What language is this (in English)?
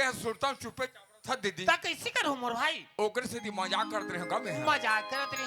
Chhattisgarhi